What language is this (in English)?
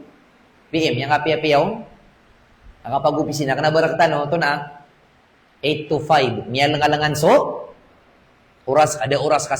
Maranao